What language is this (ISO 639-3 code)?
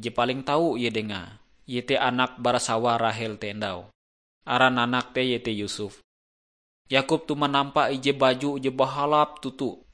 nij